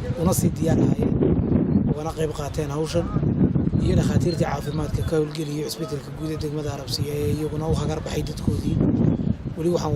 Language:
Somali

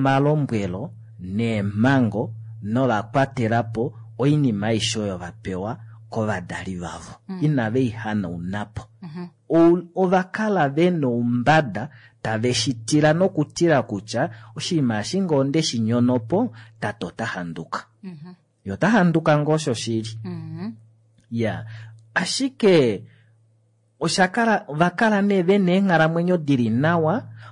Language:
Kuanyama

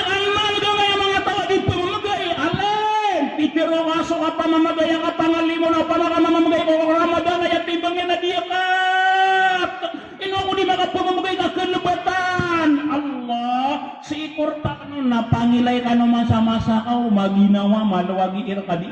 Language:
Maranao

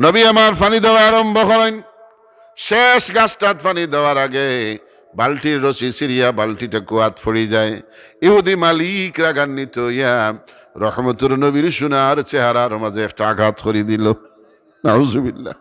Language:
Sylheti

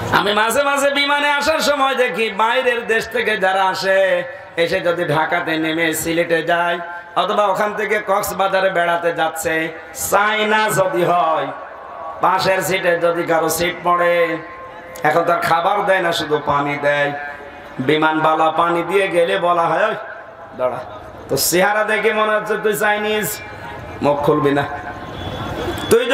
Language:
Bangla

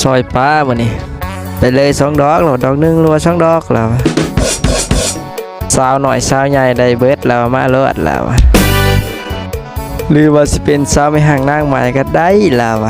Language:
Lao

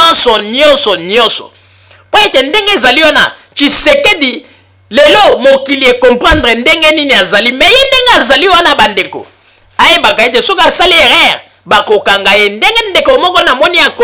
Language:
Lingala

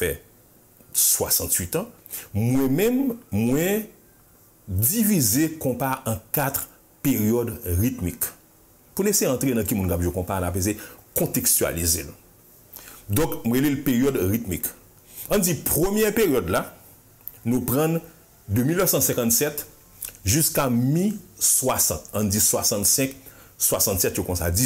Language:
Haitian Creole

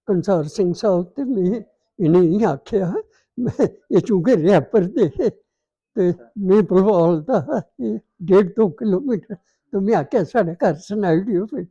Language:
Dogri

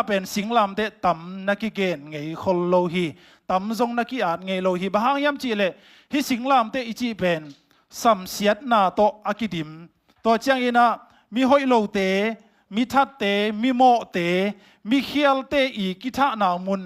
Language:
Tedim Chin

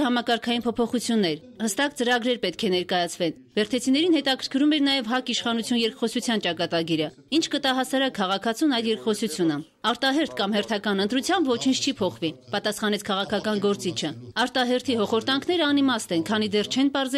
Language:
Armenian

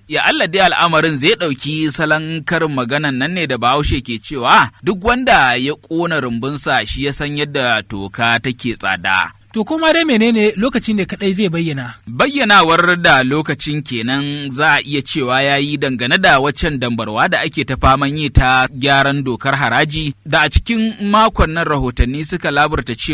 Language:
Hausa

